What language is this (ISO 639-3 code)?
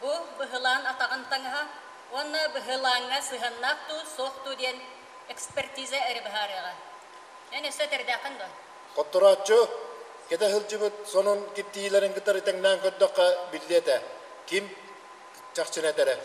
sah